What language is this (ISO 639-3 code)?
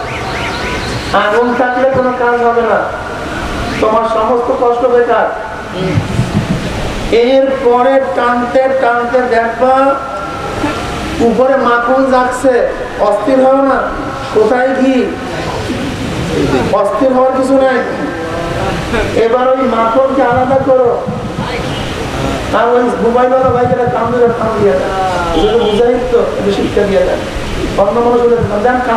ben